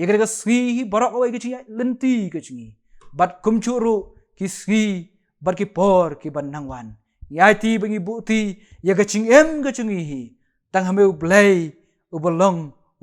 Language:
Khasi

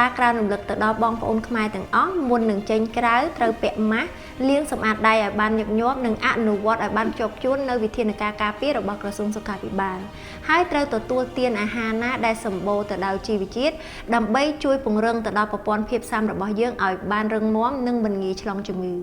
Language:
Khmer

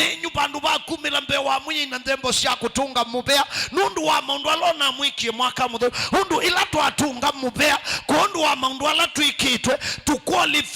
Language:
Kamba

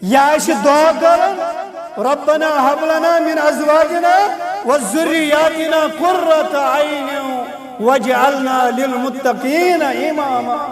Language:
Kashmiri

